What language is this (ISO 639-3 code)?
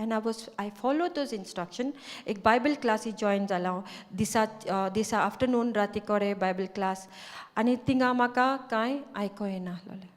kok